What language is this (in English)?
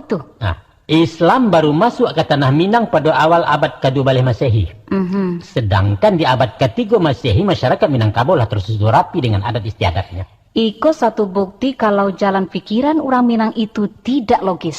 Minangkabau